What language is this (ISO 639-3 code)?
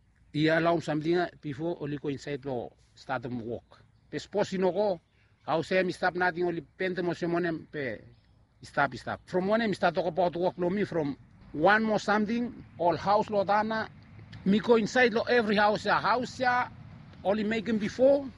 bis